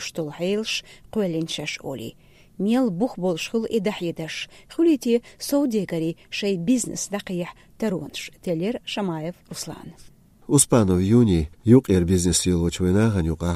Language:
Chechen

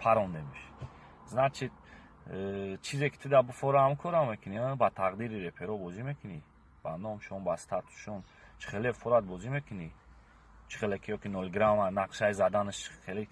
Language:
Tajik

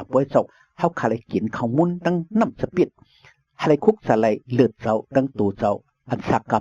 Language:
Shan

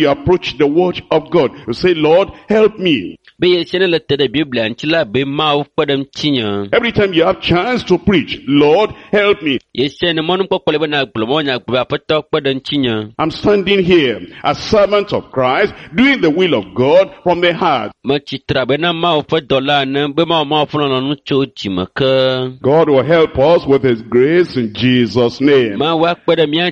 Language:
Ewe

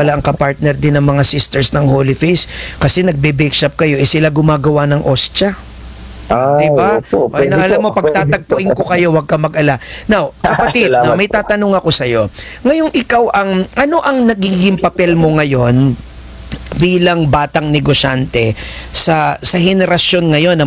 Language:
Filipino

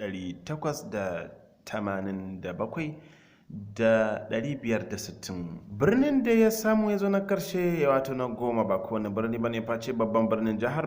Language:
Hausa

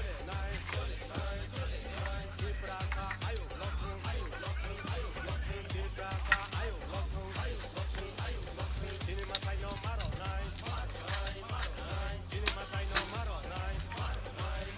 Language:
Kok Borok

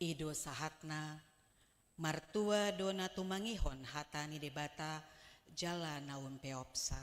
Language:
Batak Toba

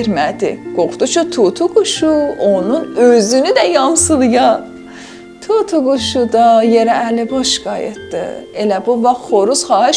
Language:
South Azerbaijani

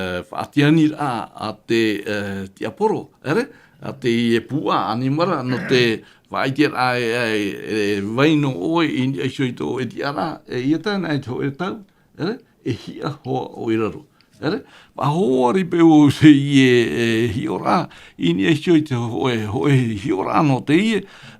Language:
Tahitian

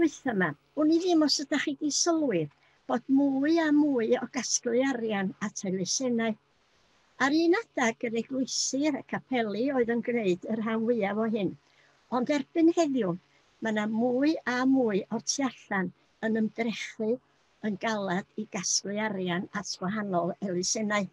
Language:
Welsh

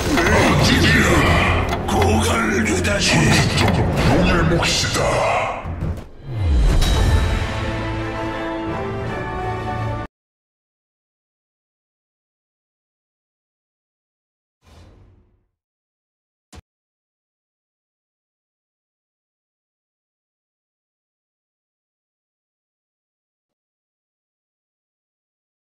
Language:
Korean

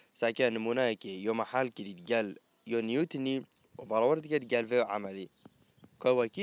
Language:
Persian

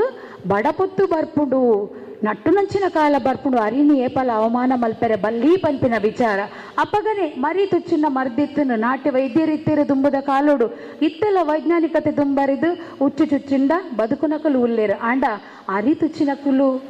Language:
Tulu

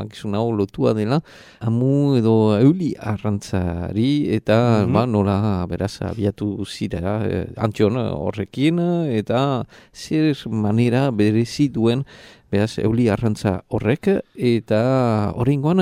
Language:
Basque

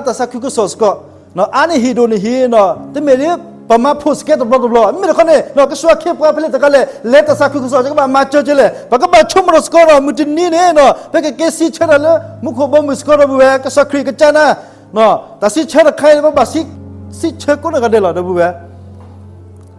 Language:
S'gaw Karen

